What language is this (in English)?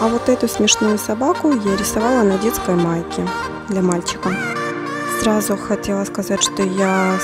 Russian